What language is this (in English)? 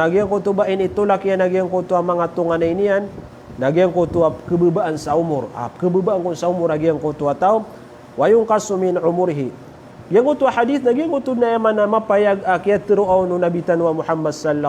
Maranao